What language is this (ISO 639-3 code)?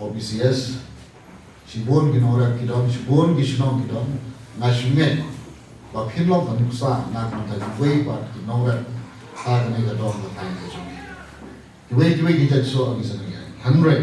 kha